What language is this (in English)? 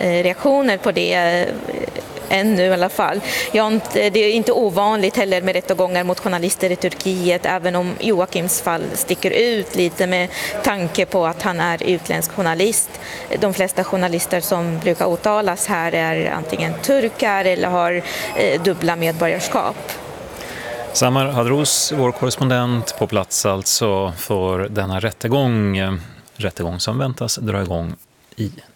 Swedish